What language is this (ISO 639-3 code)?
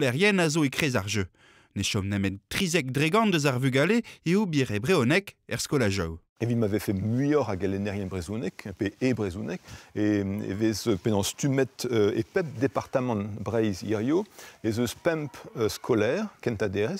bre